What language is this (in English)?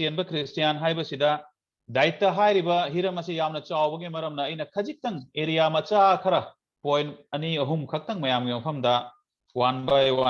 Manipuri